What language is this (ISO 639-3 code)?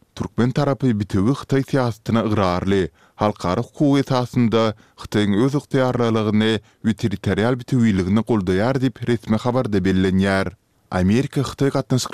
tuk